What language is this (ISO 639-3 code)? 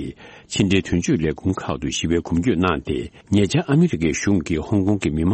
bod